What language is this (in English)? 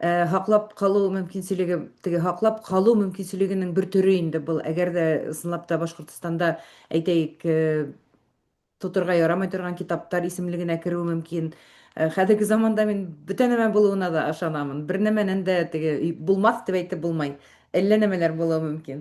Bashkir